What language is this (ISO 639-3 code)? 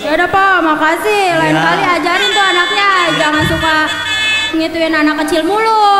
bew